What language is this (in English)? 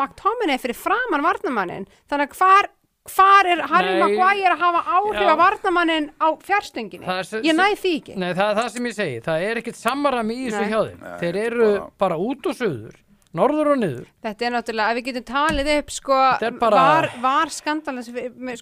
Icelandic